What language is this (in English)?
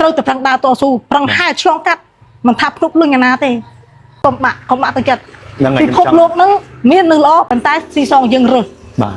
Khmer